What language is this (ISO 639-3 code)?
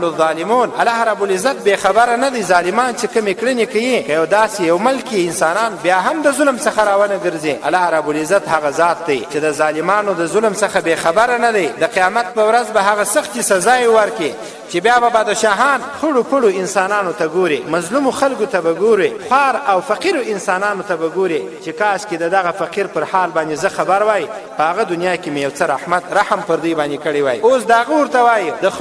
pus